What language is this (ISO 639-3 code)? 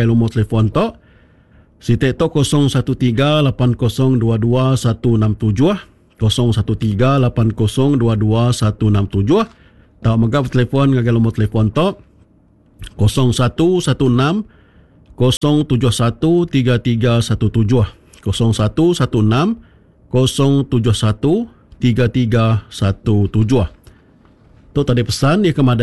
iba